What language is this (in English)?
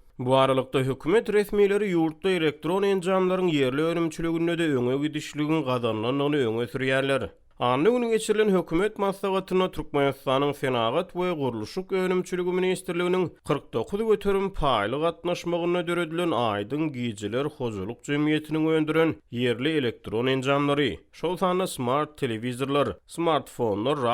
Turkmen